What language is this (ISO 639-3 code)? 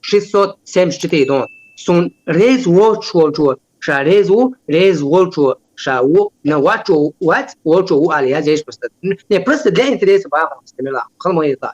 che